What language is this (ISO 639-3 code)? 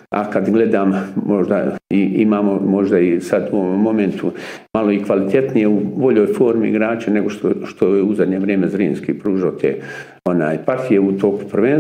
bos